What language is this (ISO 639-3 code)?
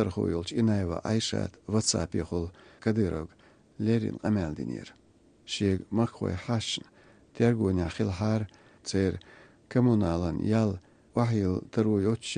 che